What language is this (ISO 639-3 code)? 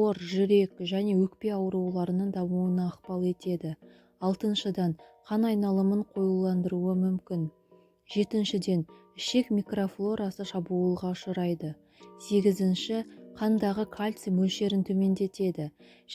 kaz